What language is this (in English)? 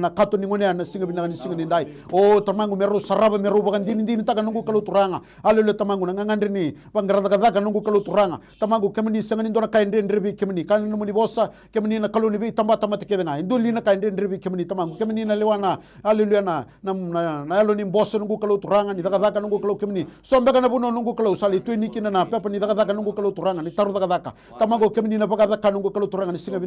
Fijian